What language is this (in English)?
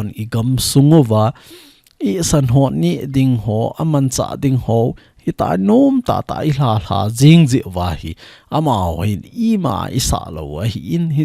Thado Chin